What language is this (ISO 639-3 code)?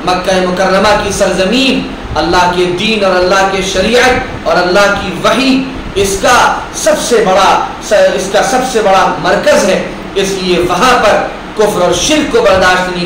urd